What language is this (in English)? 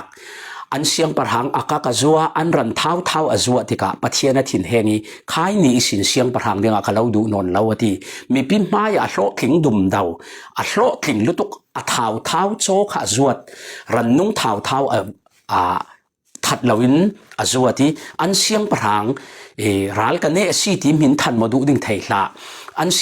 Falam Chin